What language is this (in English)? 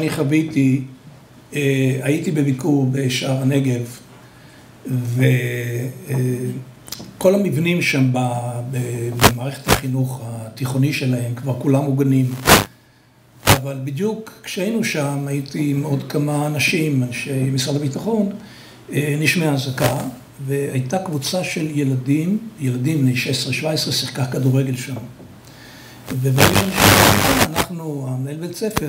Hebrew